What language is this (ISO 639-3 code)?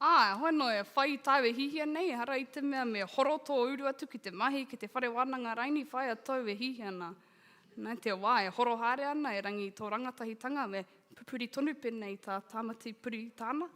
mri